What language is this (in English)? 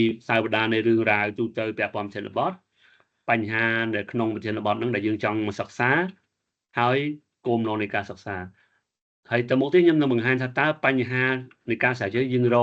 Khmer